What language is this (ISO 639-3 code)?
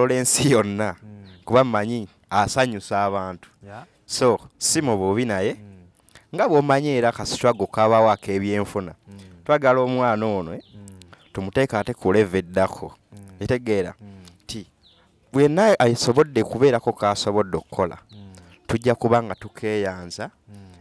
lug